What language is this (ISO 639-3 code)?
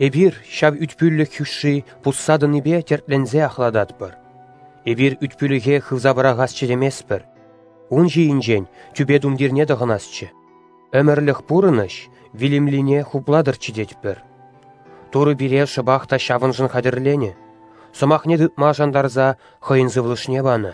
chv